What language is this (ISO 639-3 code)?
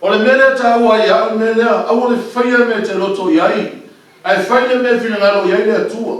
smo